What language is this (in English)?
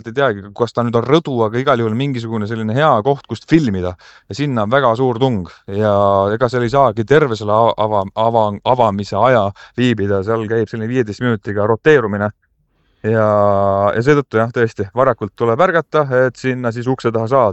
Estonian